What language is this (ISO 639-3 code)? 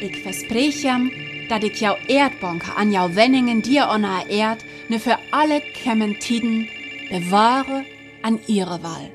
frr